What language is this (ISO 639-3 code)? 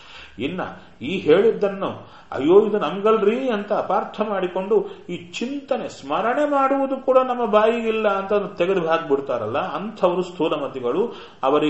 kan